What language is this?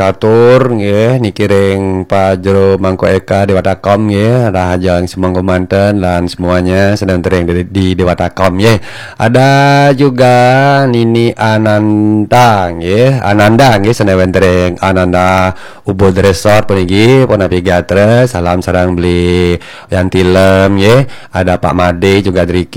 Balinese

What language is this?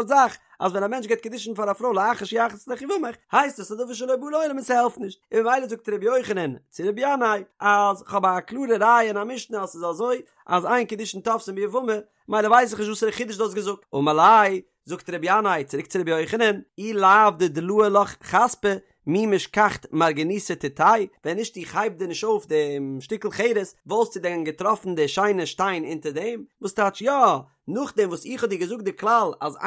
Yiddish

